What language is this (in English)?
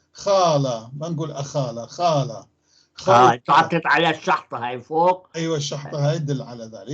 North Levantine Arabic